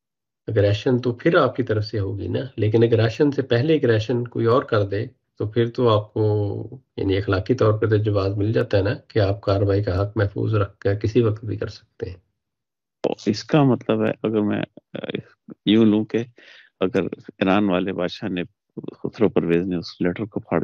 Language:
Urdu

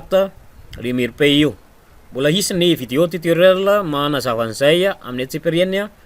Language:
Malagasy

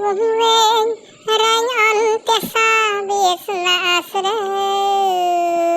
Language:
Khmer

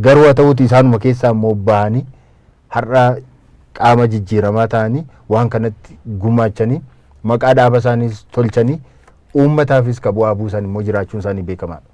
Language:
Oromo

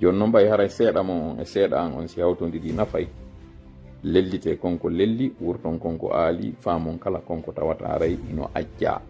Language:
Fula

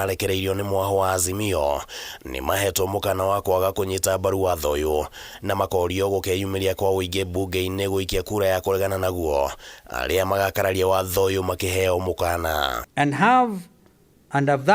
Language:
Kikuyu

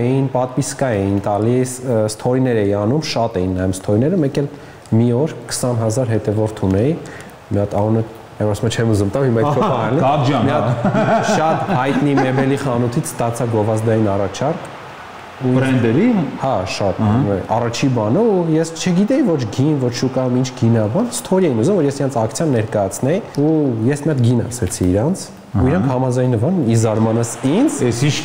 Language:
Armenian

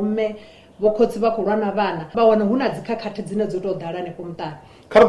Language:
Venda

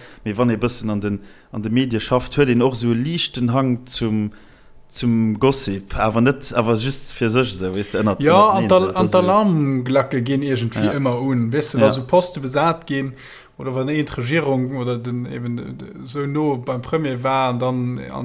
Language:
Luxembourgish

